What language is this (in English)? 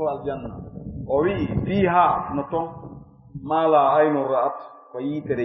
Fula